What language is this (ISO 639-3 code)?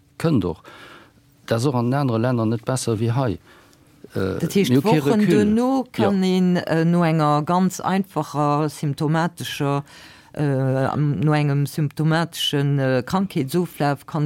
ltz